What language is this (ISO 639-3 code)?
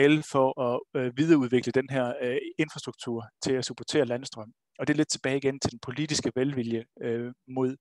dan